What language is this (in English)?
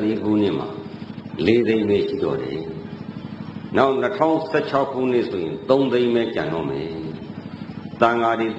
Burmese